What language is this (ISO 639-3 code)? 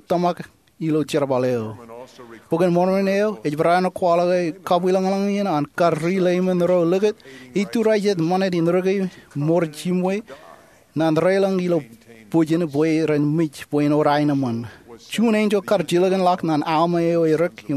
mah